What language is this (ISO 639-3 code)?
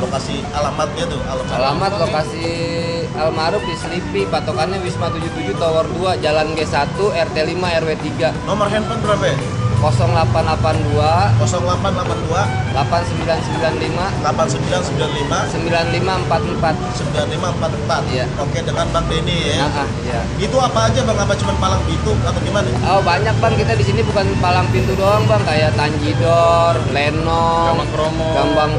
bew